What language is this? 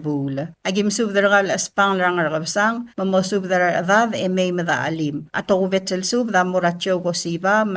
Palauan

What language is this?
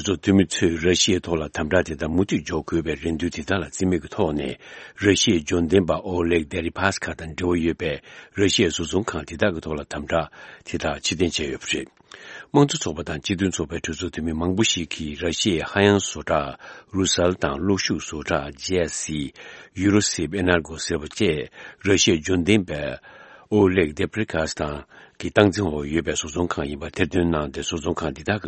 Tibetan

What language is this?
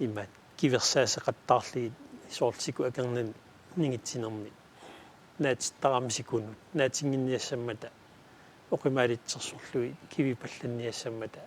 Kalaallisut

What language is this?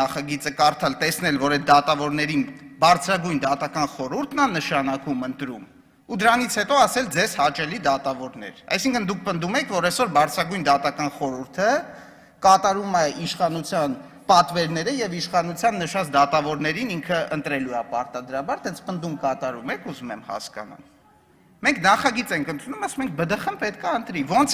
Armenian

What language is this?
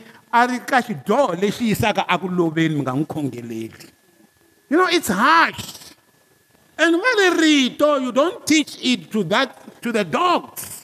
Tsonga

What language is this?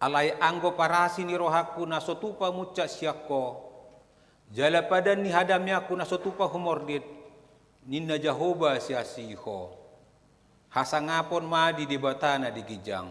Batak Toba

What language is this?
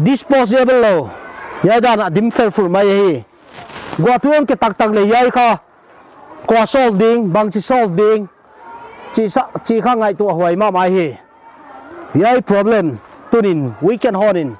Paite Chin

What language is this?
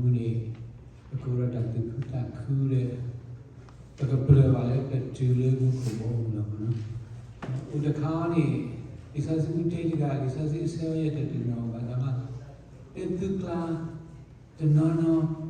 S'gaw Karen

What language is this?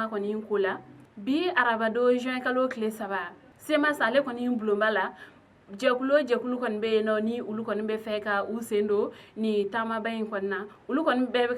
Bambara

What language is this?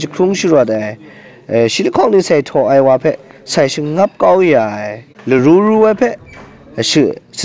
Kachin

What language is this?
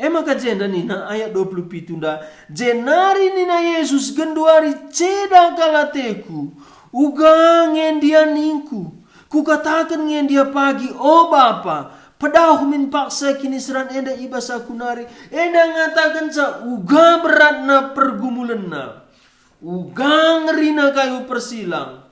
Batak Karo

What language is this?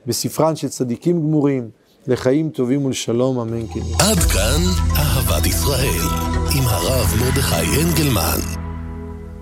Hebrew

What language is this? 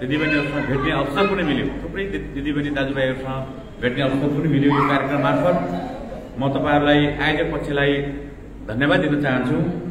Nepali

